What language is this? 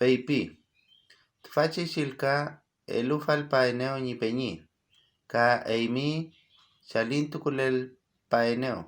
Mapuche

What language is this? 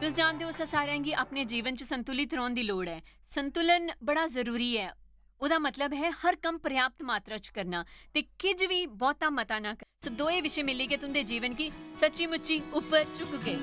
Dogri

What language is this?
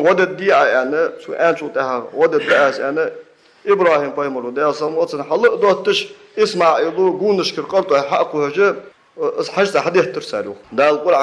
Ingush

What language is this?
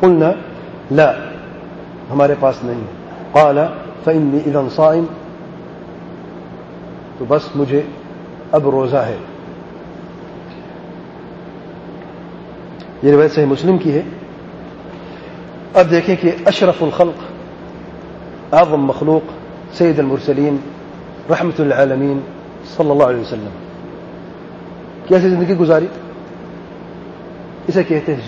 Urdu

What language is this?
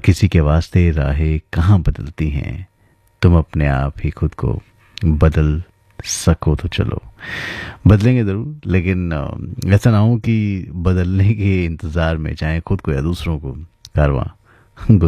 Hindi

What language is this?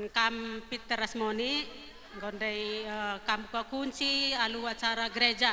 Batak Karo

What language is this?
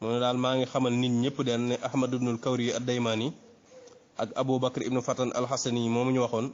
Wolof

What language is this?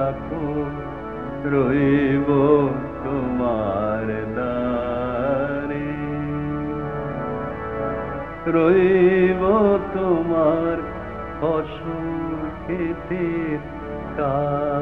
Bangla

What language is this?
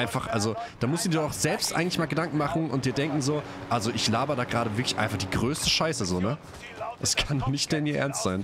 German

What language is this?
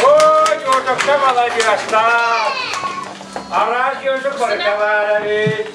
Yakut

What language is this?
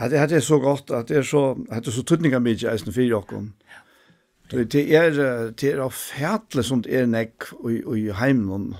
Faroese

